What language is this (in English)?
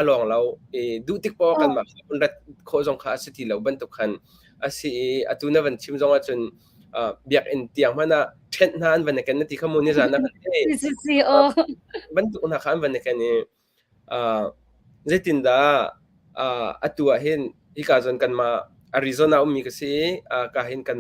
Hakha Chin